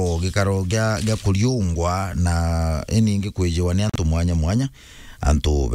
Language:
Meru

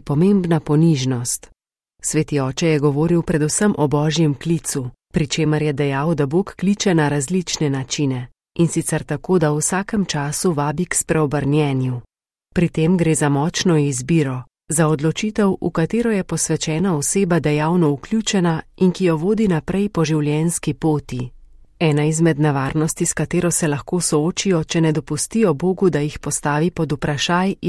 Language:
Slovenian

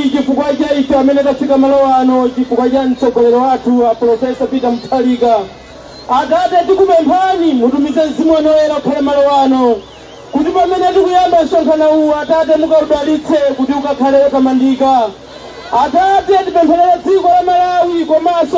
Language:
Nyanja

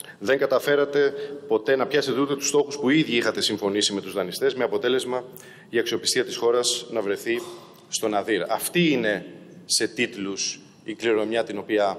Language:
Greek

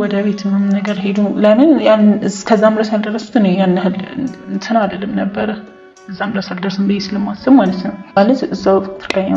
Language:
Amharic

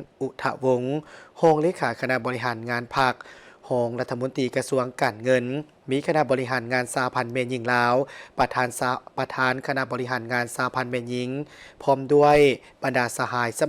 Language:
Lao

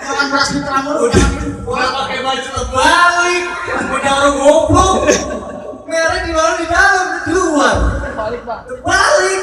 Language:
Betawi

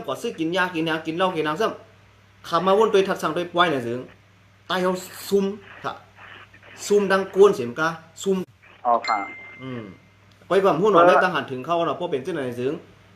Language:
Shan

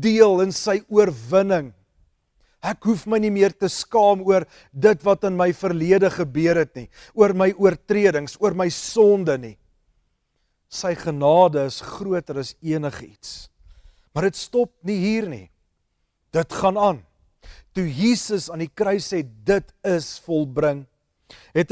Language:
Afrikaans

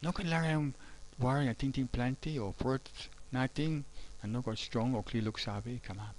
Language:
Tok Pisin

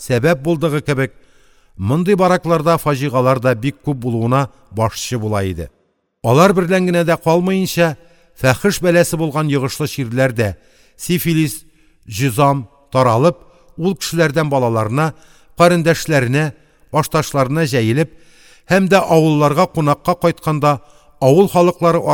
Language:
Tatar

